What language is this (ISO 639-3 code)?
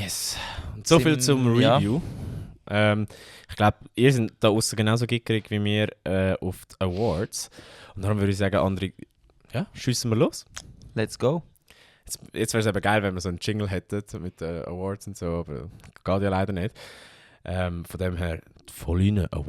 gsw